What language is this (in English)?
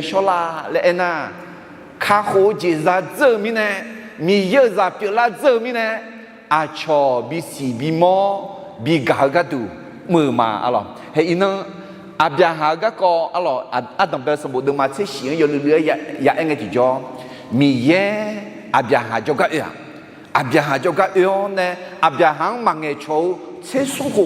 Akha